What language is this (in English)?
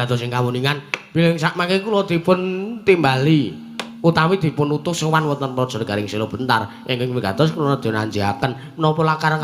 Javanese